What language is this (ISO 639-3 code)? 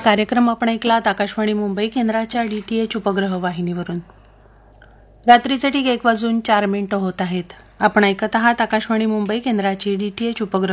mar